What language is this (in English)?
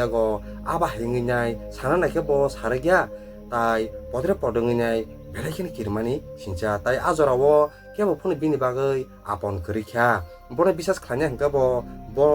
Kok Borok